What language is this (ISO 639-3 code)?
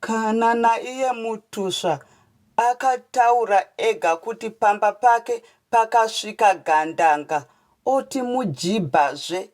sna